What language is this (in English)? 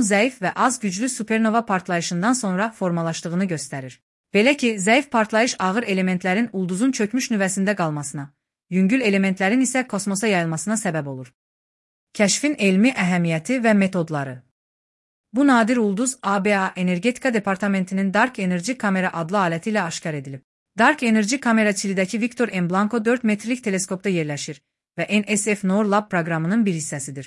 Azerbaijani